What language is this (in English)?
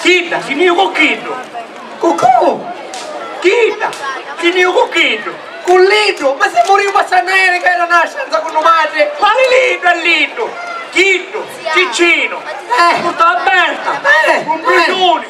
Sicilian